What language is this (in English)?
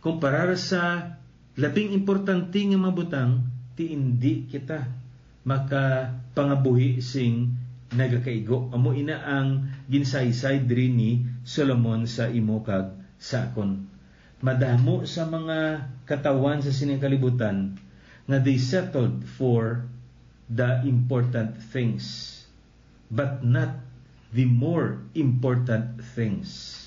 Hiligaynon